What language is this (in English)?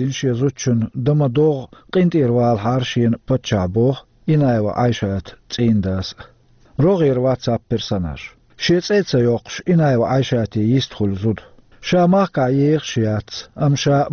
Chechen